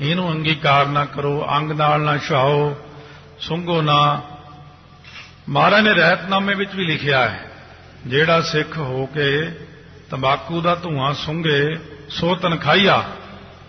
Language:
Punjabi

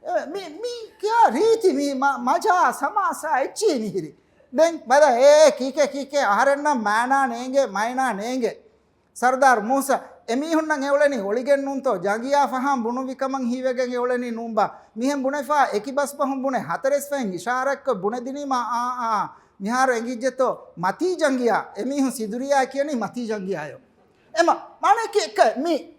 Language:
Divehi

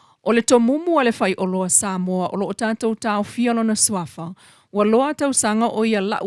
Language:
Samoan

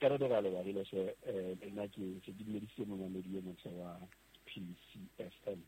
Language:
Southern Sotho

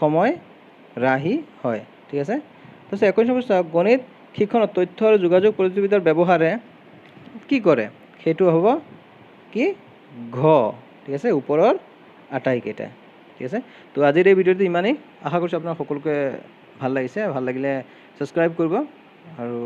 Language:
Assamese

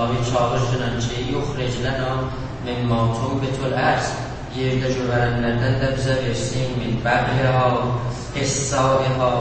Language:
South Azerbaijani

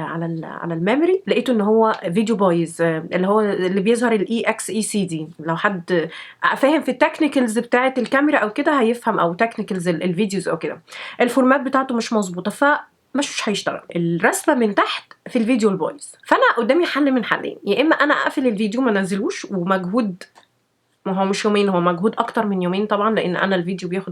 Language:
Egyptian Arabic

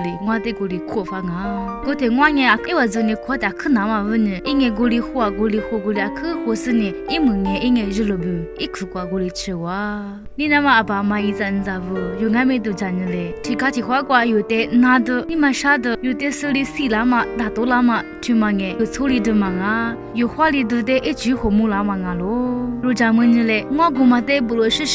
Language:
Lisu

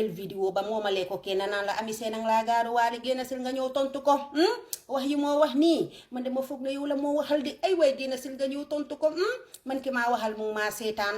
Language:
Wolof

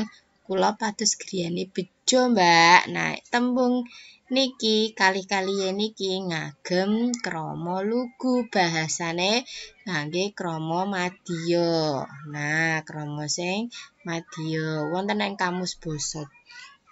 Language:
Javanese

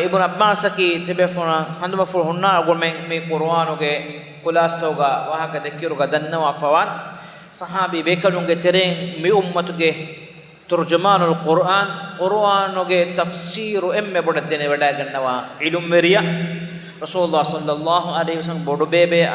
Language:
Divehi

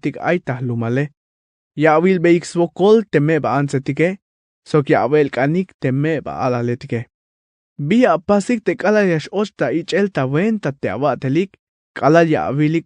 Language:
Tzeltal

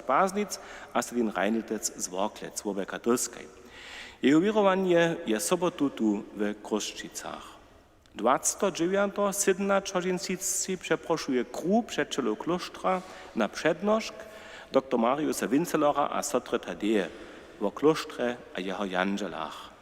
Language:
Upper Sorbian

